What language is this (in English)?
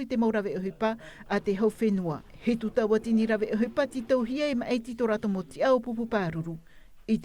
Tahitian